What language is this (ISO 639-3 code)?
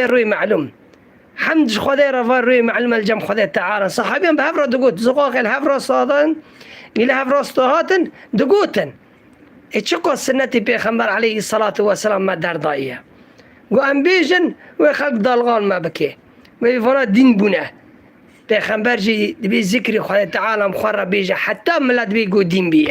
kur